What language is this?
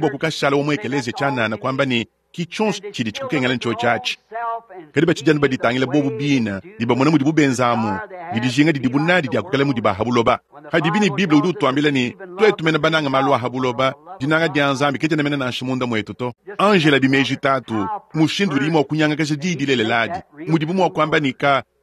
Luba-Lulua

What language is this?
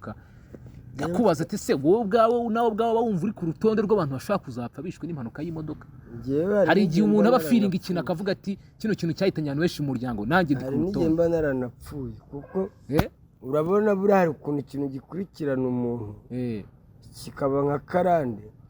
Kinyarwanda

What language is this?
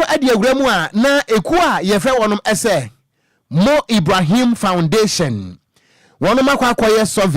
Akan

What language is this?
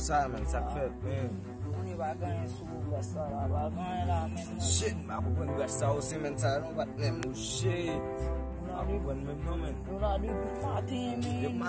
Haitian Creole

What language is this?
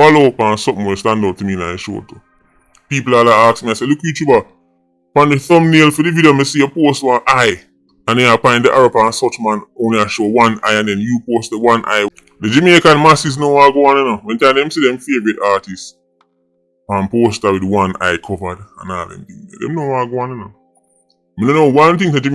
Jamaican Creole English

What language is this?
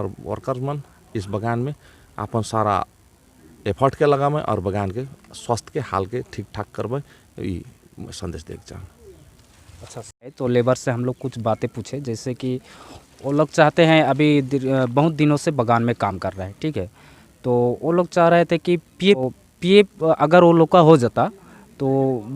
Sadri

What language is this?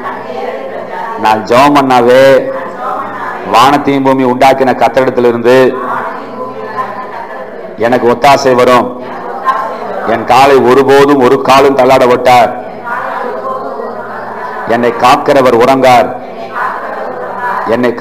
Tamil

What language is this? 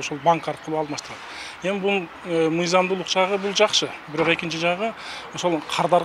Kyrgyz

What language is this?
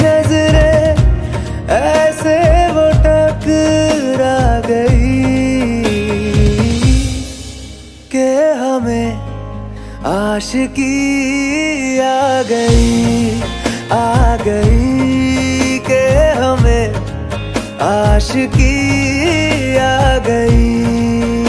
Hindi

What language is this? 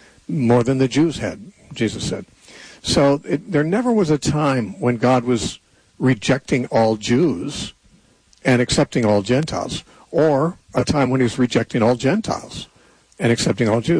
English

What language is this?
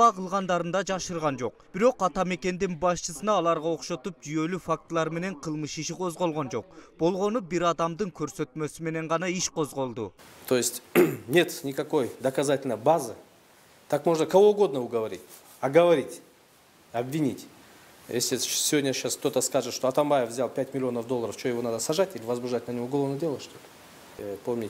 Kyrgyz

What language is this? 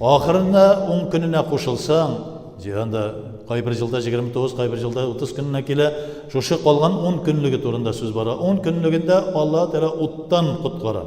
Tatar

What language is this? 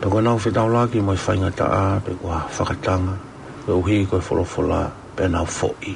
Tongan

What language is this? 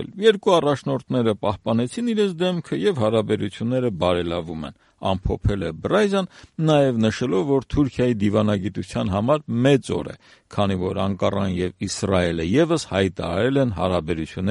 Armenian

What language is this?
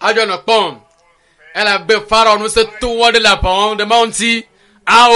Ewe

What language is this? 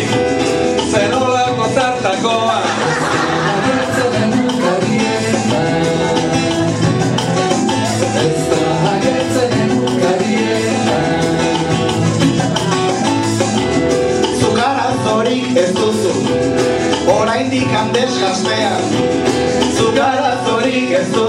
Basque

